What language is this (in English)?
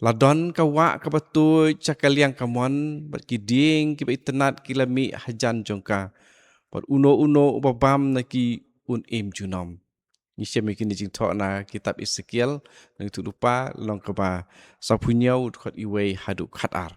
Khasi